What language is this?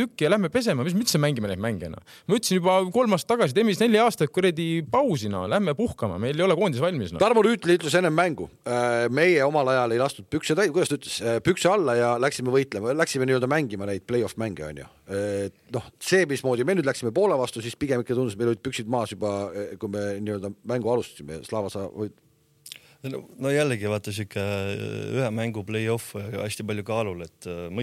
Estonian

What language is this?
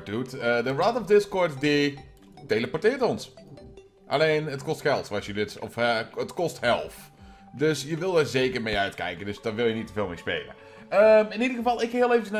Dutch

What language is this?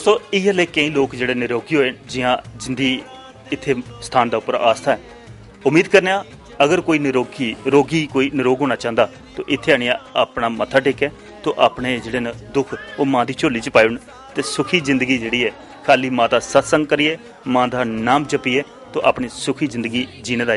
Dogri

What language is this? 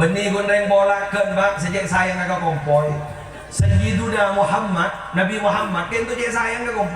Madurese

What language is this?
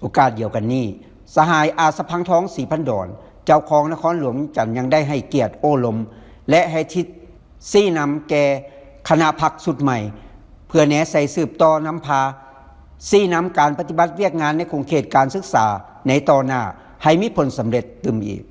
Lao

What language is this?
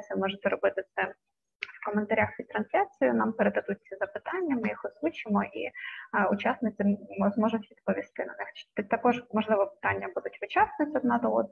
Ukrainian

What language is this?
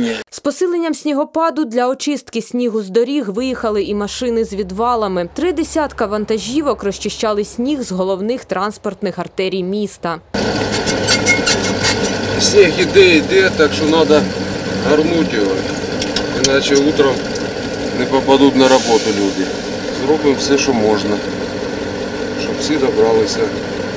Ukrainian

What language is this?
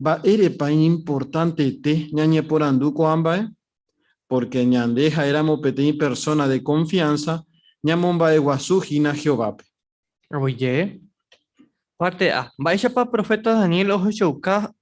Guarani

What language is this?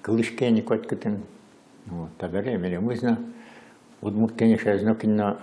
Udmurt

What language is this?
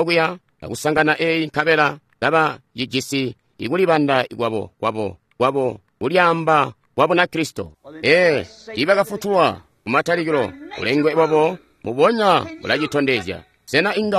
Tonga (Zambia)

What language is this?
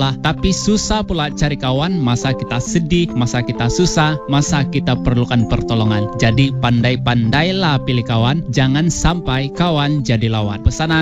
Malay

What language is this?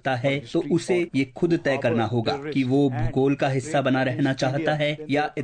Konkani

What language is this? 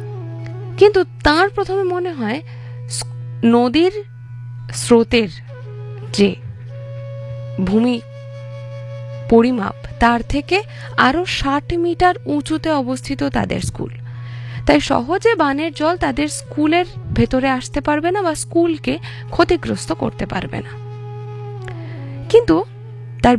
Bangla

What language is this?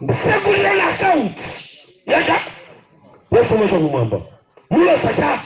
Nyanja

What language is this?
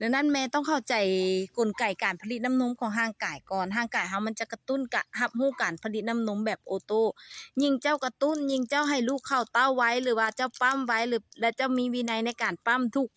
Lao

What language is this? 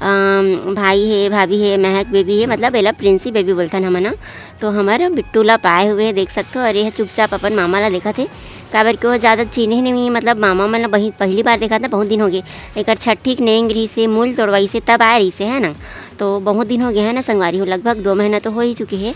Chhattisgarhi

